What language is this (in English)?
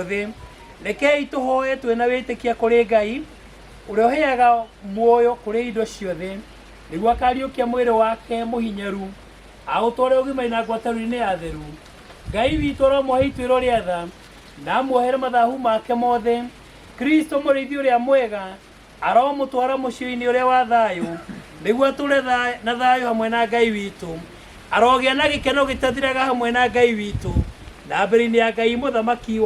Kikuyu